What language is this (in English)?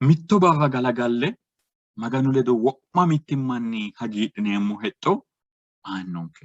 Sidamo